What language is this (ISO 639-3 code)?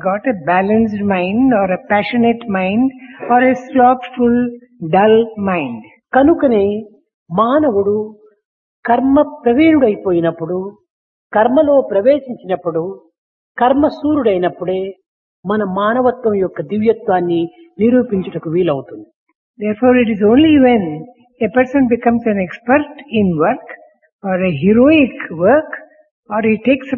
tel